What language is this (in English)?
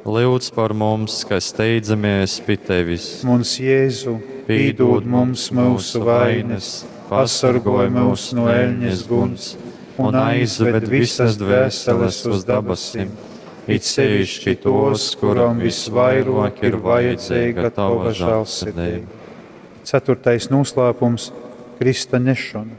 Latgalian